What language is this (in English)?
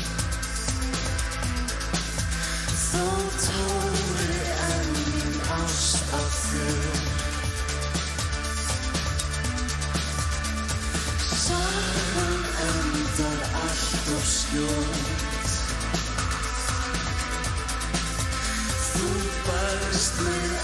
Icelandic